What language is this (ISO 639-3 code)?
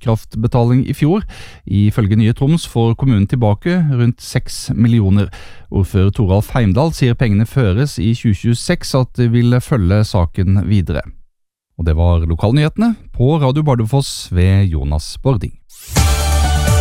nor